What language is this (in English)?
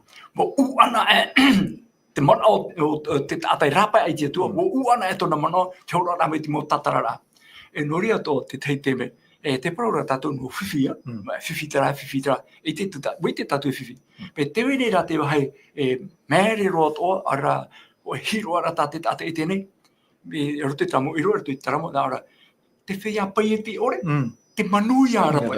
Tahitian